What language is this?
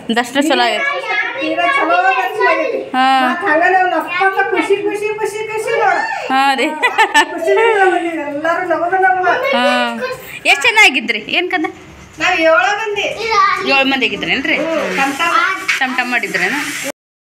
Kannada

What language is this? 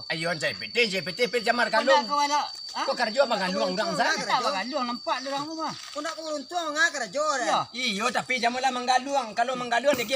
Minangkabau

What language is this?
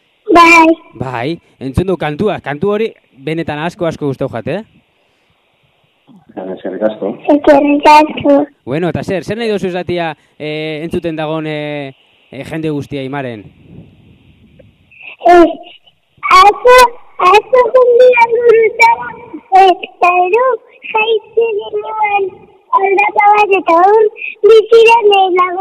Basque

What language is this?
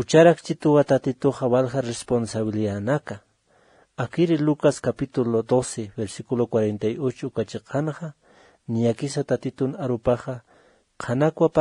Aymara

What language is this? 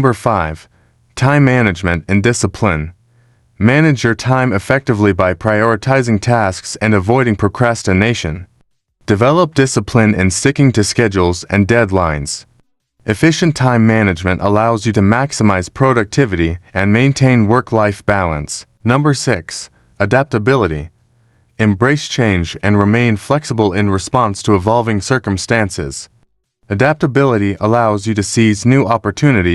English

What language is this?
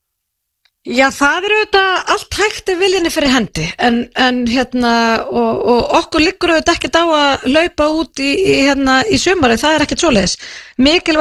Icelandic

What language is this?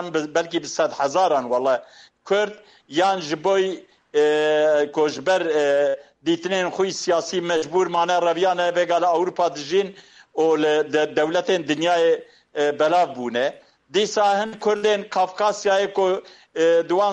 Kurdish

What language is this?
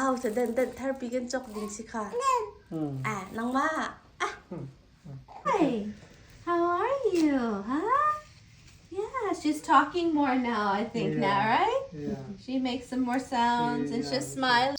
Hakha Chin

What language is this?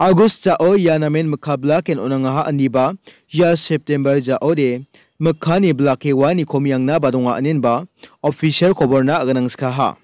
Garo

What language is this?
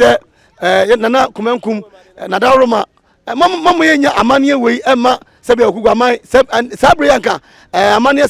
Akan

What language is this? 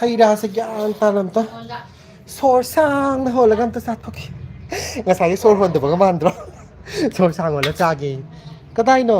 Manipuri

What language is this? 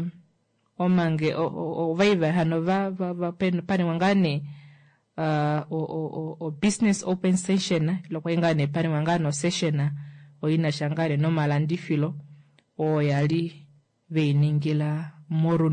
Kuanyama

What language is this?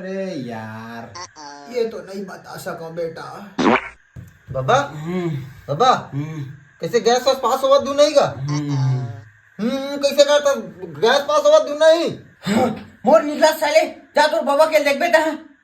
Chhattisgarhi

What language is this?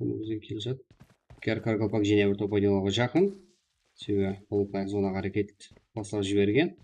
Kara-Kalpak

